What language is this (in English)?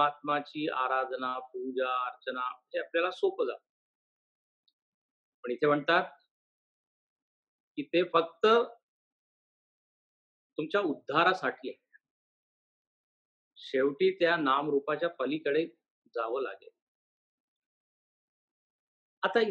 Marathi